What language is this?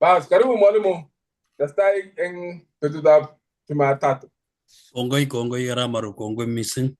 Kalenjin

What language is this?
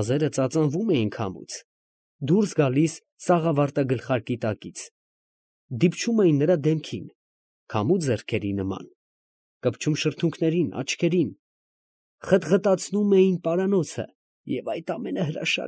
Armenian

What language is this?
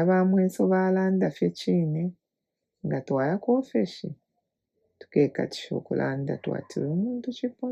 Bemba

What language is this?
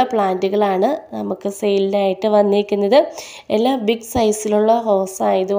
Malayalam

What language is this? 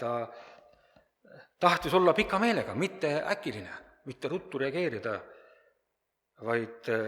Estonian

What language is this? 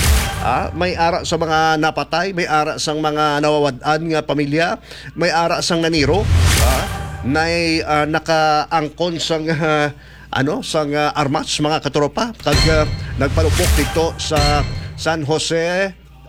Hiligaynon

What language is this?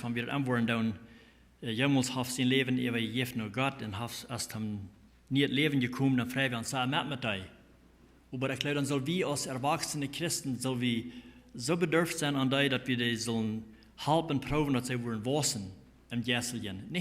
Plautdietsch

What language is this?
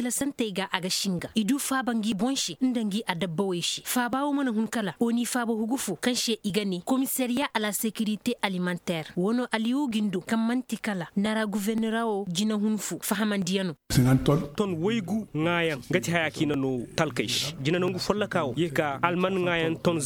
Zarma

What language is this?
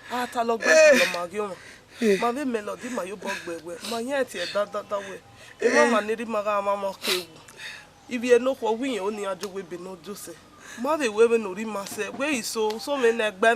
Bini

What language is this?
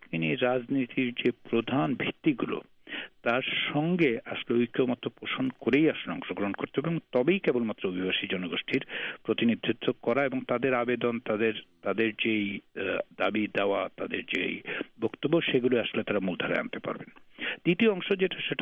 Bangla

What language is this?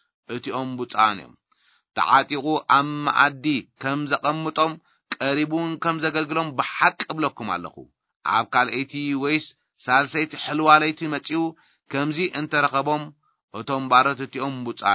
Tigrinya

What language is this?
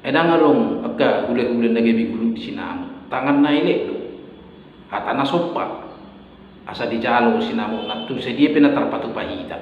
Batak Toba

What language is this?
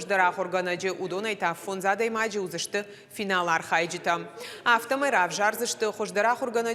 Ossetic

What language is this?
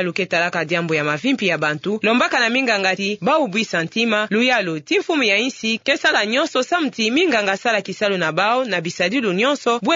Kituba (Democratic Republic of Congo)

